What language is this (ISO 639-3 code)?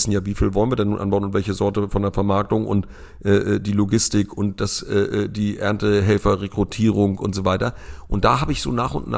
deu